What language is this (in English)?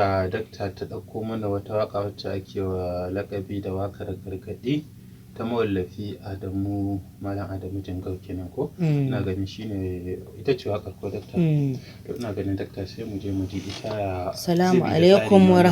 Hausa